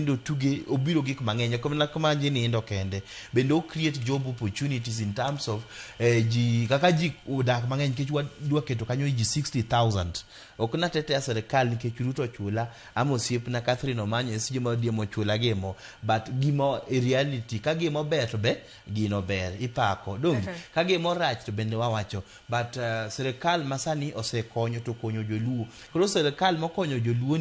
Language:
Luo (Kenya and Tanzania)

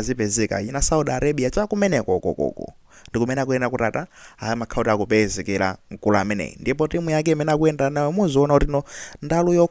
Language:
Nyanja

